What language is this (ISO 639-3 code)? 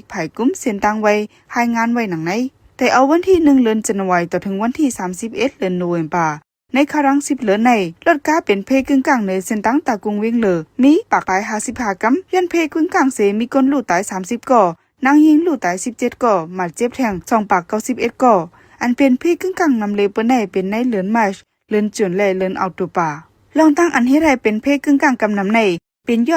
shn